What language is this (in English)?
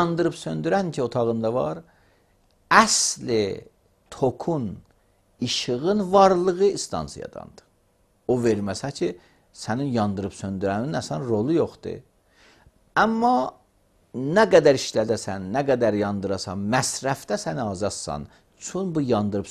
Azerbaijani